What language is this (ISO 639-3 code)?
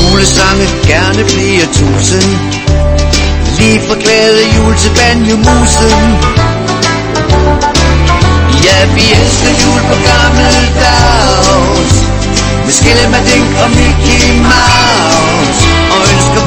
dan